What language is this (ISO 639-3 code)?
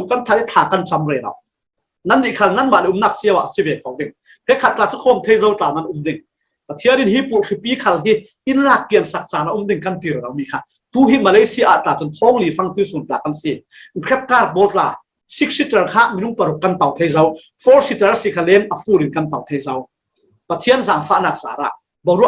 cfm